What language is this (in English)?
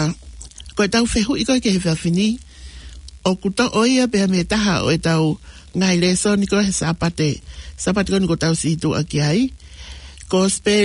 Tongan